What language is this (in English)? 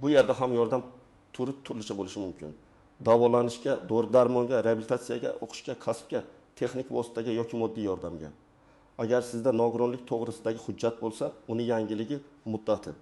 Uzbek